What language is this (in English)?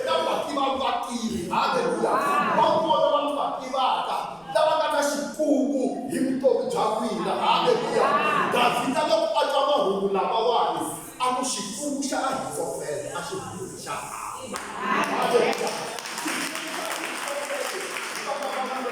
Tsonga